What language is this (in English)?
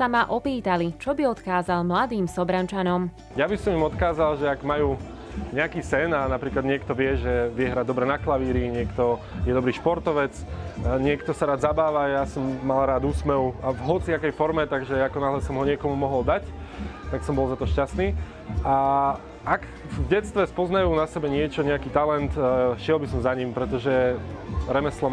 Slovak